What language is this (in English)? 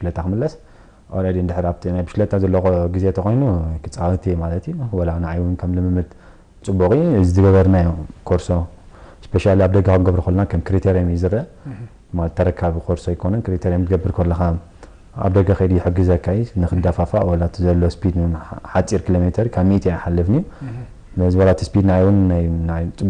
Tigrinya